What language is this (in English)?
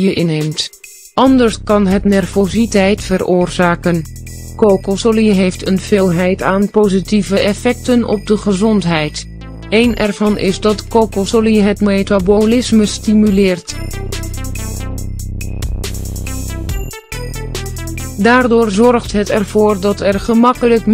Dutch